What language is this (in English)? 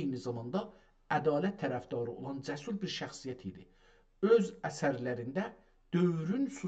South Azerbaijani